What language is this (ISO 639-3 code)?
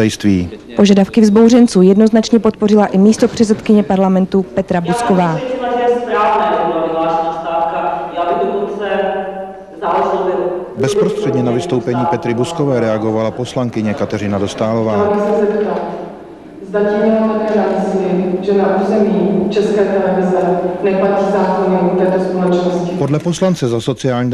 ces